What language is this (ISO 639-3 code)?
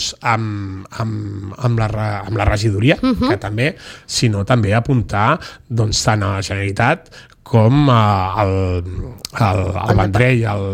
cat